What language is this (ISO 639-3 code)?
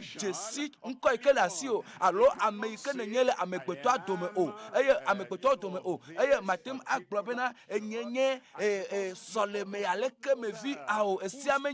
ewe